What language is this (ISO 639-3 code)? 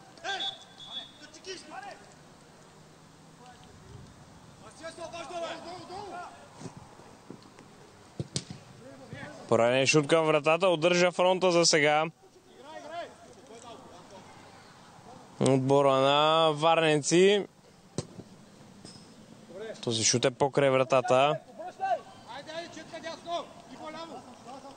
bul